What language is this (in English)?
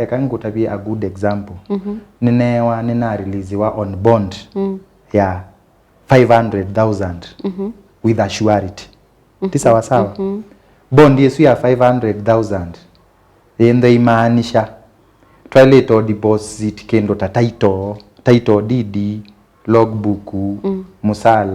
Kamba